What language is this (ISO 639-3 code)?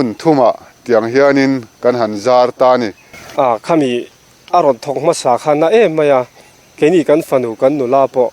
lus